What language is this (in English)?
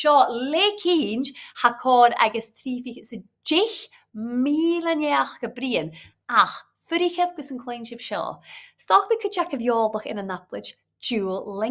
Scottish Gaelic